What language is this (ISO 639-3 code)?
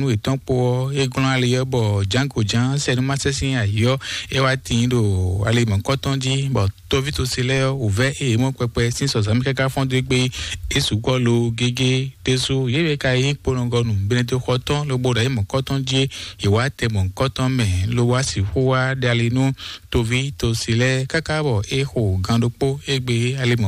fon